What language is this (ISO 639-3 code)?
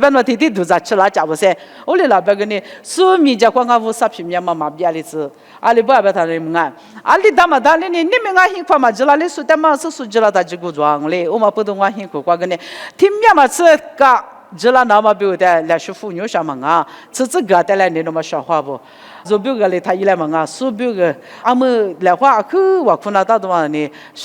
lis